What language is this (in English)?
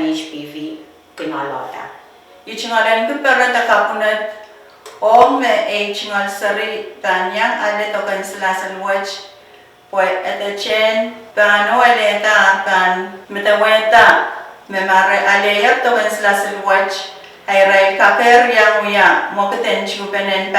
Pohnpeian